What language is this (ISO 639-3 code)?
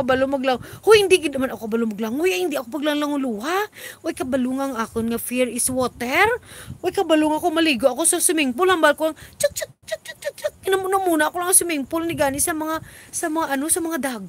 hil